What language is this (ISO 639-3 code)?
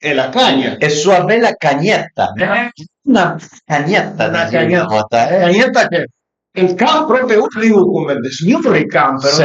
pms